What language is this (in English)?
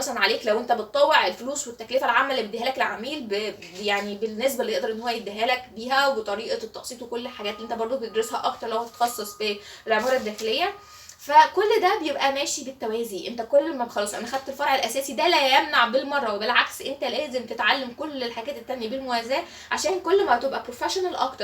Egyptian Arabic